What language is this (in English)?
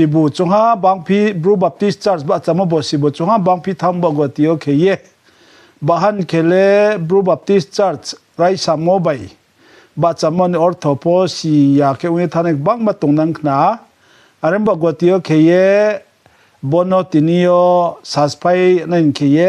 Riang (India)